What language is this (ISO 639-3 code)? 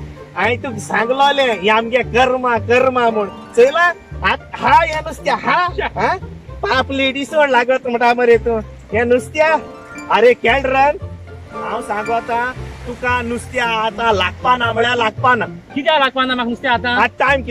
kok